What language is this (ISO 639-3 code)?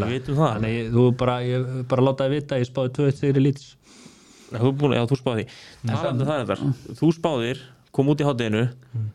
isl